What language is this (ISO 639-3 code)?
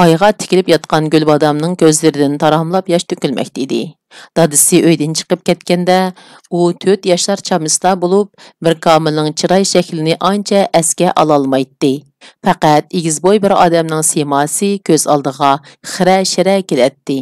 uig